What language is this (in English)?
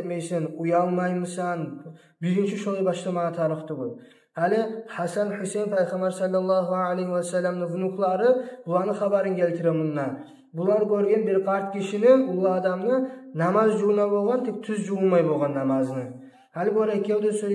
Kumyk